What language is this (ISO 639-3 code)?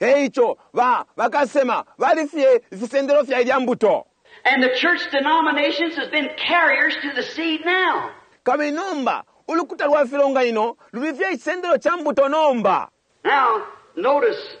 bem